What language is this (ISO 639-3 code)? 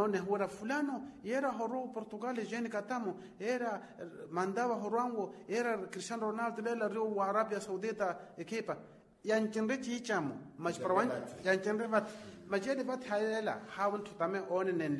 vmw